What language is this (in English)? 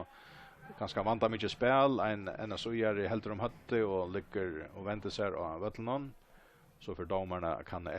Faroese